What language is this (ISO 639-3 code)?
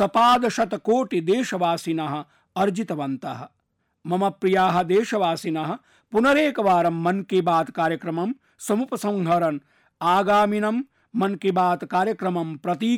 san